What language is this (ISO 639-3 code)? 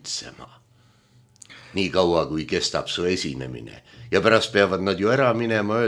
est